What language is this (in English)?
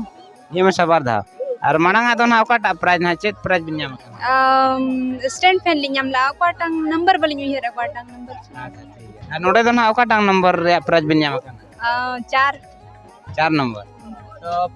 Santali